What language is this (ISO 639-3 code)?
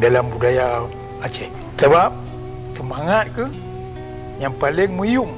ace